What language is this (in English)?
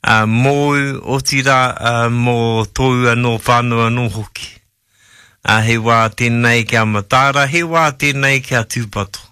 Māori